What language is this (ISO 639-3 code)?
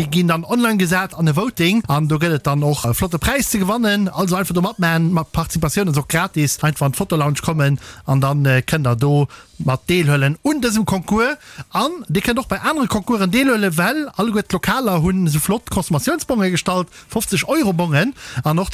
ltz